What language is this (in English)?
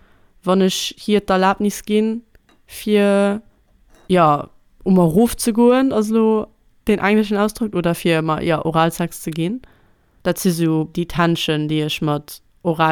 Luxembourgish